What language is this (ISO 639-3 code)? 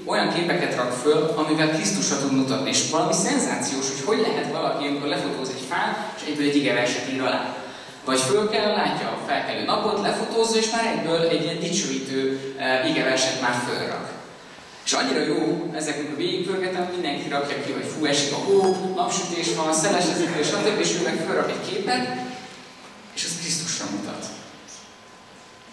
hun